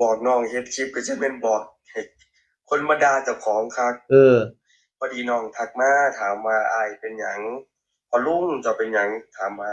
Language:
Northeastern Thai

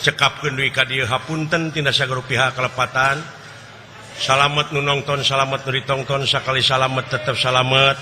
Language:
Sundanese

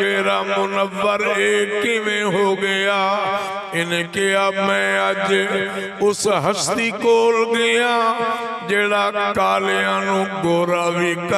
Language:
Saraiki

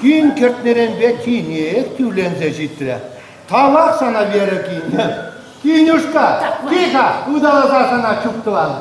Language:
Chuvash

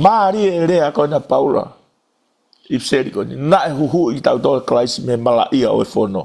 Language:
Tongan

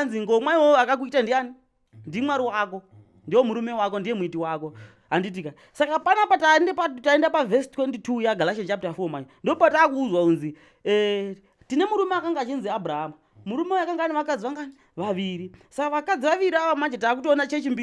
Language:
Shona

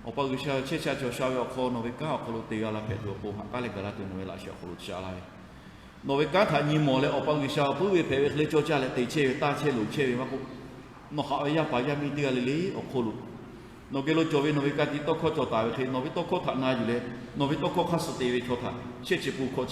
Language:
Lahu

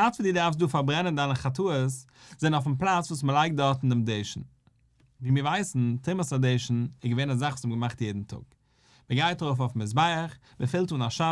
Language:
Yiddish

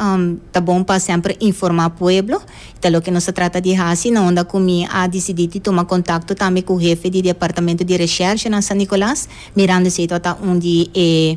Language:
Papiamento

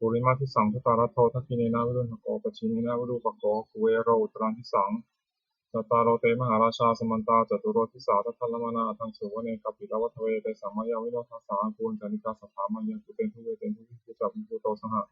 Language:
Pali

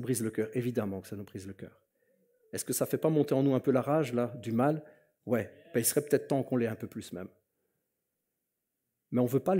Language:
French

